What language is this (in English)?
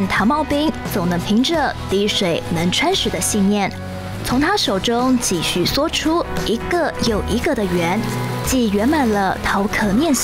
Chinese